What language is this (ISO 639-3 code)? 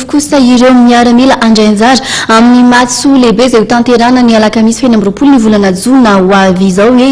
mlg